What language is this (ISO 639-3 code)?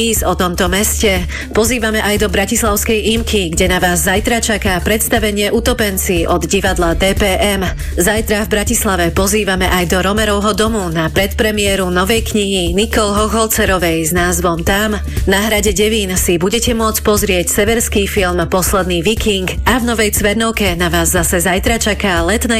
slk